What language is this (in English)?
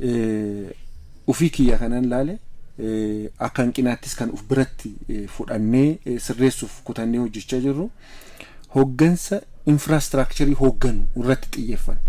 Oromo